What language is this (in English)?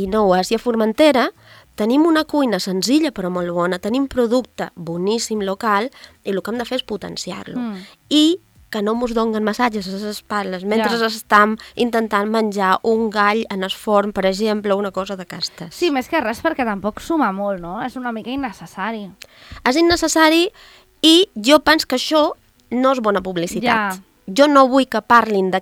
Catalan